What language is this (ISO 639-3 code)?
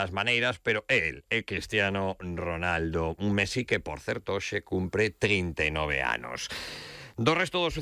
glg